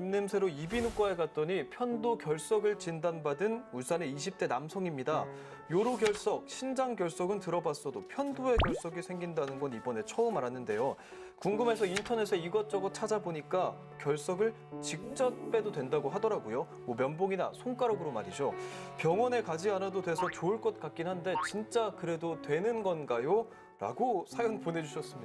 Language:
Korean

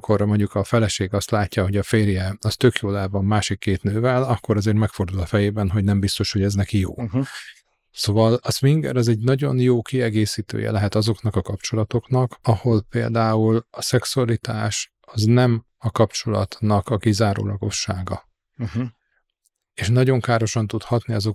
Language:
Hungarian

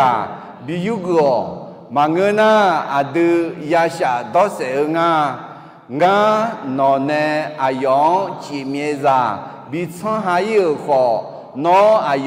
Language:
Akha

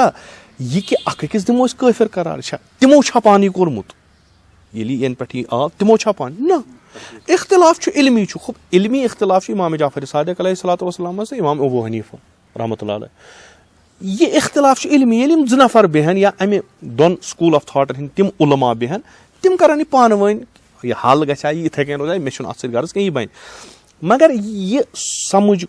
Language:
Kashmiri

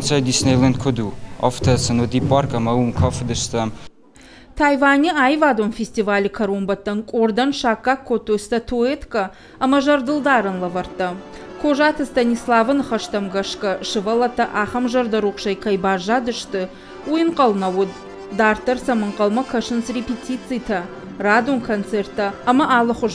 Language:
Ossetic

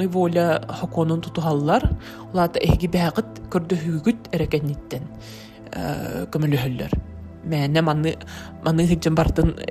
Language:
Yakut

